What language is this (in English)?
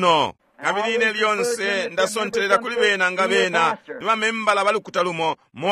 Bemba